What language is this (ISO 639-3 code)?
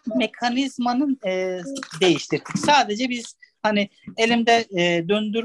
tur